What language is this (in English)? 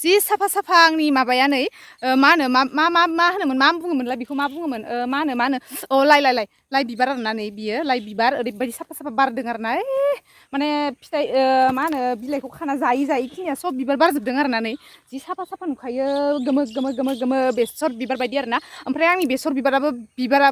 Bodo